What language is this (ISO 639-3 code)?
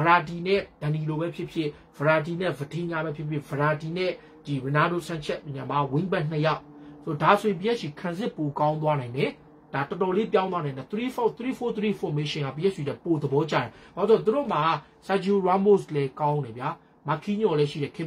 mya